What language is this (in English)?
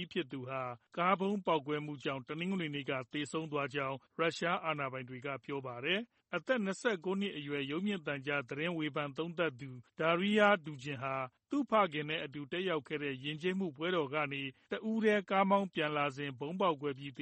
Burmese